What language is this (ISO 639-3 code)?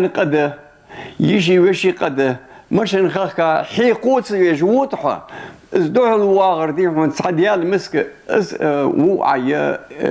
inh